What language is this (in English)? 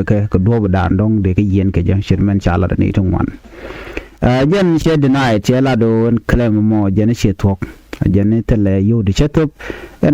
Nuer